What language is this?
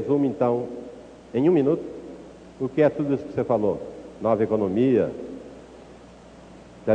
Portuguese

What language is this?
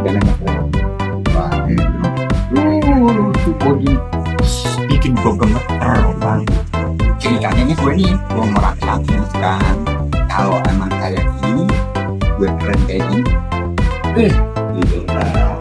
Betawi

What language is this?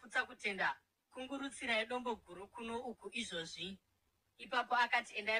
Shona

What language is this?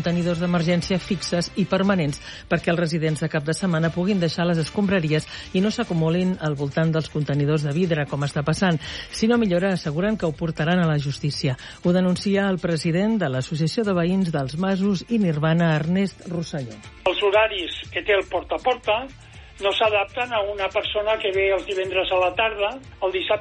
Catalan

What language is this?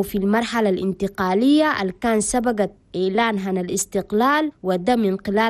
Chadian Arabic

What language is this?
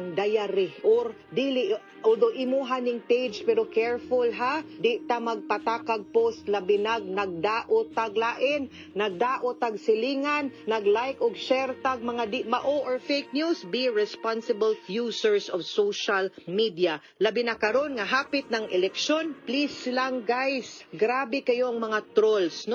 Cebuano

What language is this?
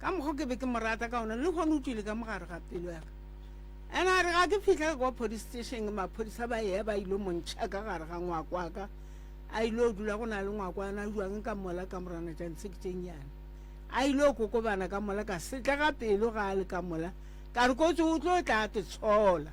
Northern Sotho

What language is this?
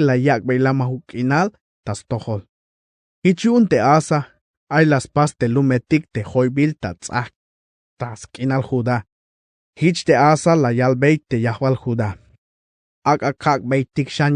Tzeltal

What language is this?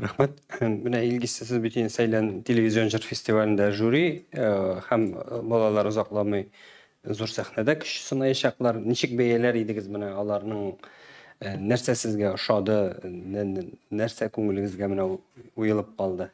Tatar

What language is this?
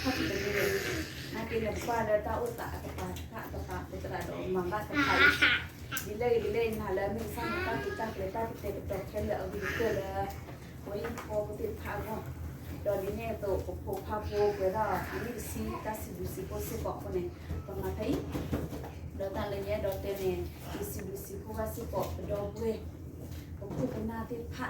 S'gaw Karen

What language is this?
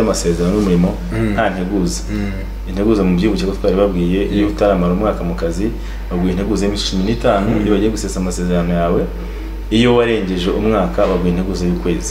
Kinyarwanda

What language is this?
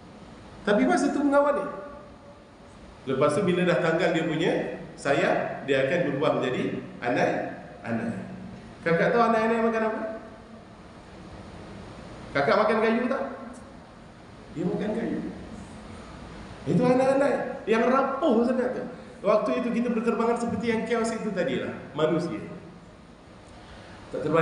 Malay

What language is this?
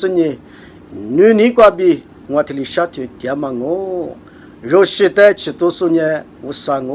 Lisu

